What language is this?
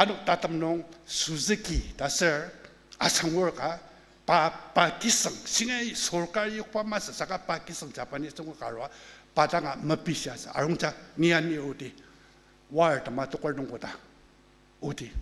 Ao Naga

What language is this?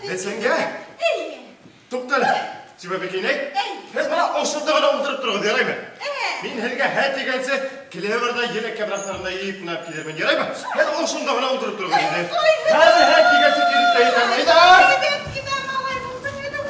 Bashkir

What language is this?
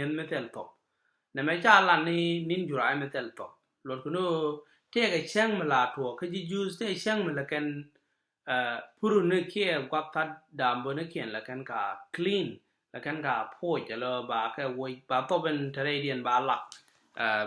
Nuer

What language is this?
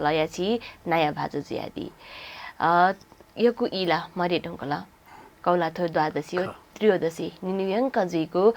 Newari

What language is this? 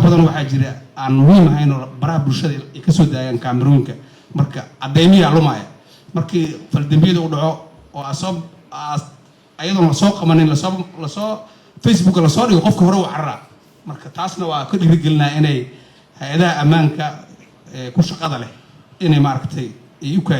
Somali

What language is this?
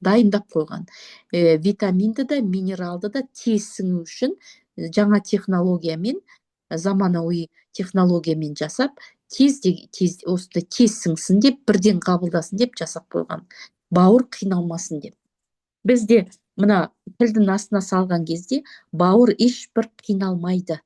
Kazakh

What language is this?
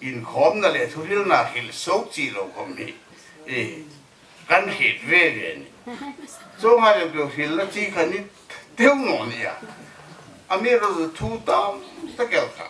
Hmar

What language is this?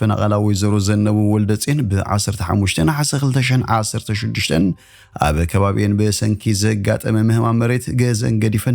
Tigrinya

